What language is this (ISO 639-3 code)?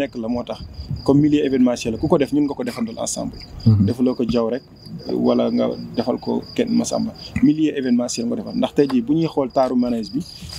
wol